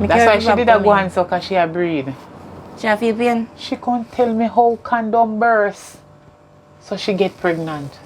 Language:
Jamaican Creole English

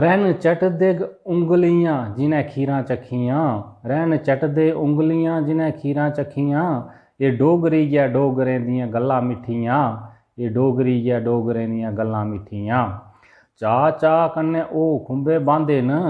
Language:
Dogri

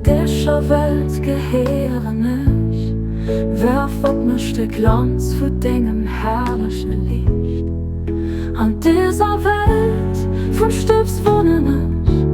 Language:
Luxembourgish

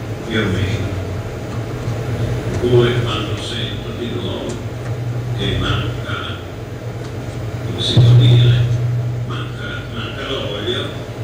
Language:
Italian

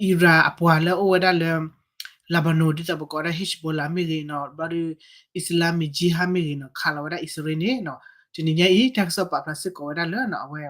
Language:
S'gaw Karen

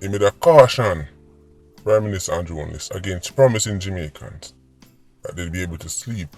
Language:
Jamaican Creole English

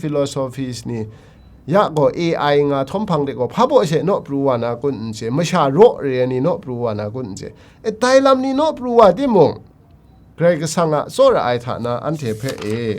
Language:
Kachin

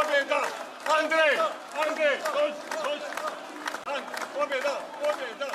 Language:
Bosnian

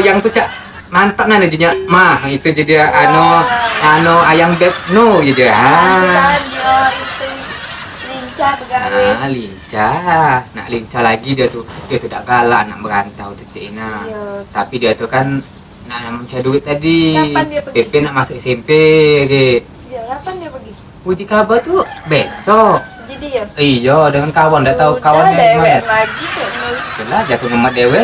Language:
Musi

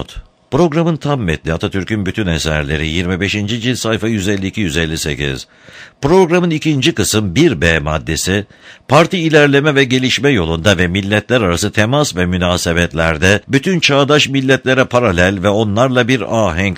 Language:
Turkish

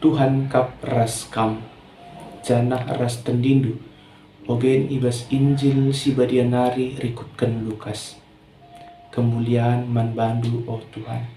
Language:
Batak Karo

